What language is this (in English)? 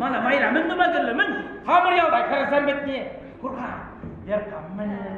Chuvash